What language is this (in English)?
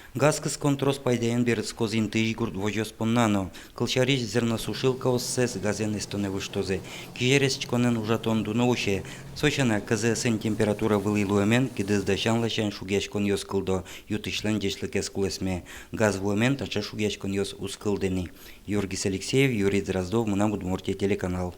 Udmurt